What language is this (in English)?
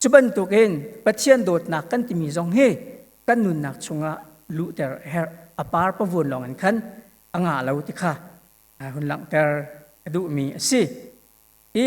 Hakha Chin